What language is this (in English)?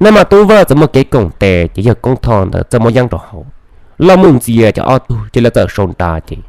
Hmong